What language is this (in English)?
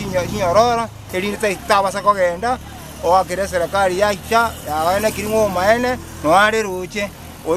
Gusii